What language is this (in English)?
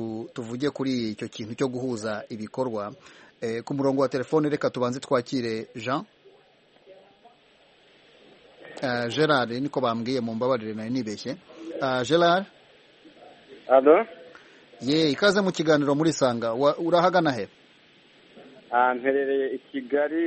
Kinyarwanda